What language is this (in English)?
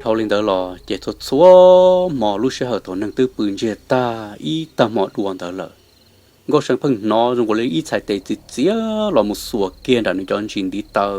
Hmong